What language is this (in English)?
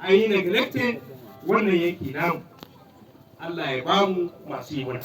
Hausa